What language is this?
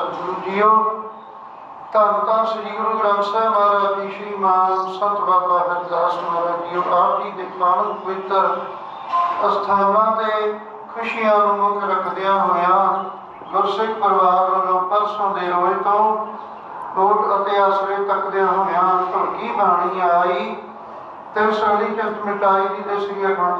Punjabi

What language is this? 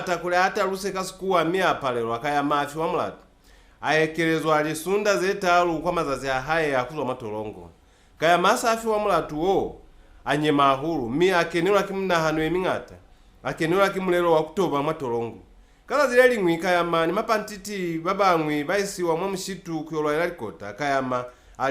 Lozi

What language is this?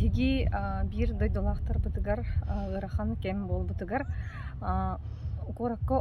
Yakut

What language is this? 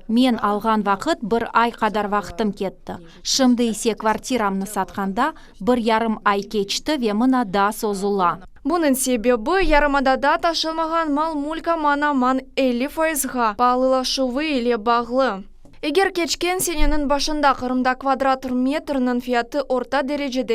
Crimean Tatar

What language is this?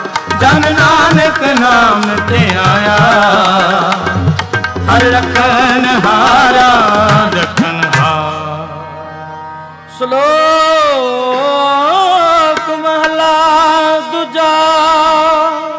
Punjabi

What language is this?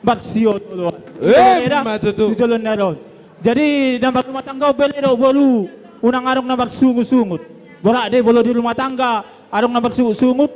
Batak Toba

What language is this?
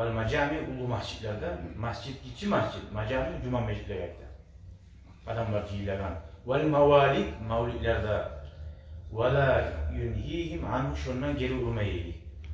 Kumyk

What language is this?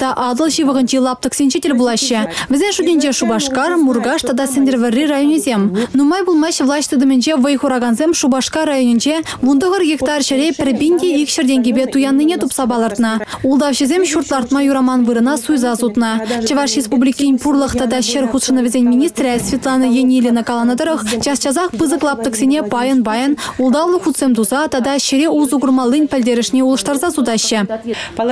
Chuvash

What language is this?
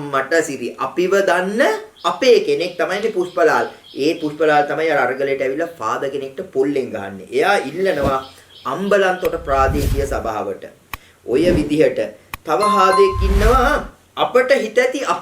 Sinhala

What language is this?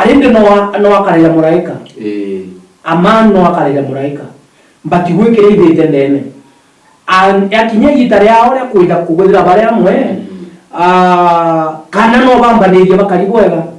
Meru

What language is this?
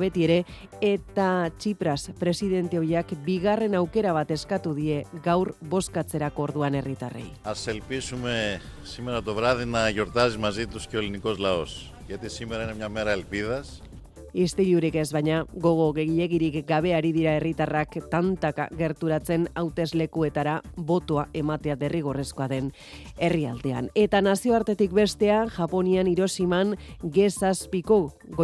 Basque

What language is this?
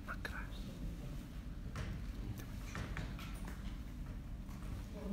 Bulgarian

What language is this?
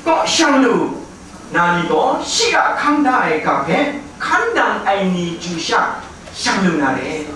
Kachin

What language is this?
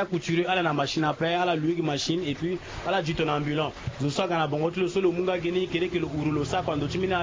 Sango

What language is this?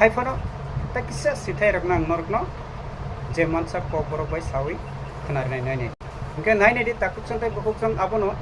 Kok Borok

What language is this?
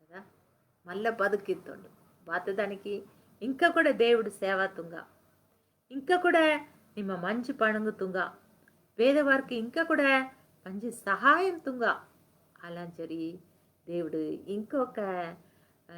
Koya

